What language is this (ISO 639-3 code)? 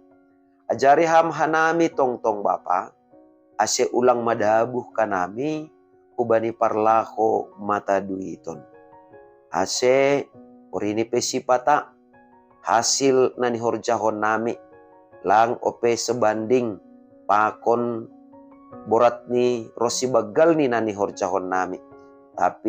bts